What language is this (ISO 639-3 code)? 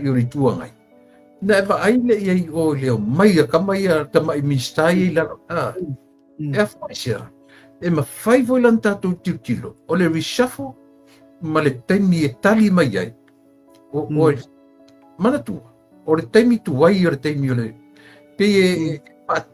smo